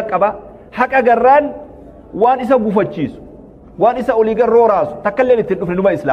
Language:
Oromo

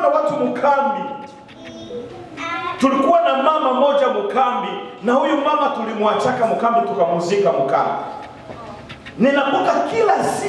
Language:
Swahili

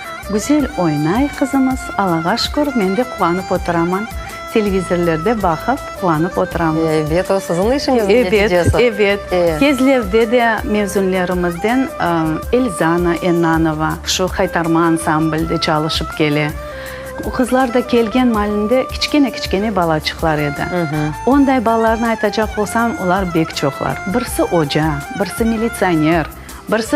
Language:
Crimean Tatar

